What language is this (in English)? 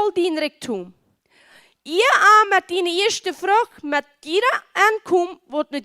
Plautdietsch